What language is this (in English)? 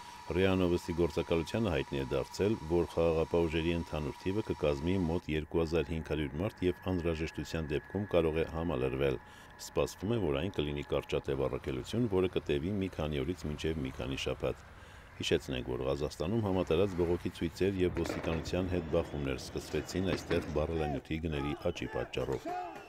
Armenian